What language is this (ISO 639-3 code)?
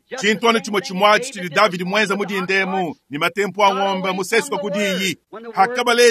lua